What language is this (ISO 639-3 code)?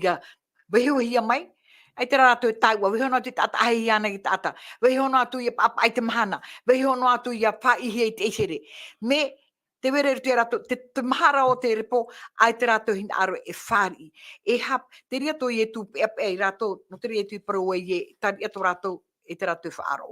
tah